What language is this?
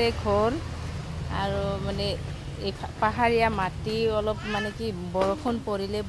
Assamese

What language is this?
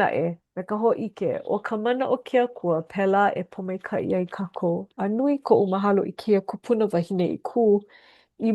Hawaiian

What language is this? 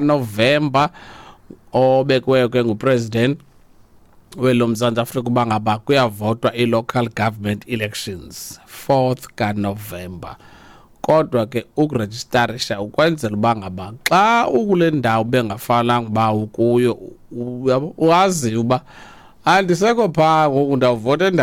Xhosa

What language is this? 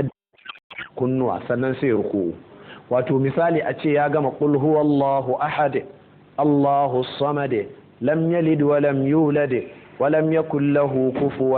Hausa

